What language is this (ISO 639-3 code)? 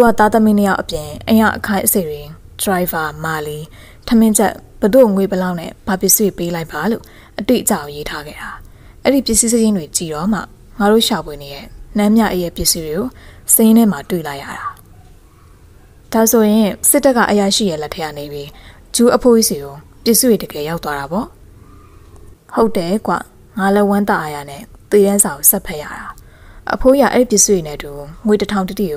mya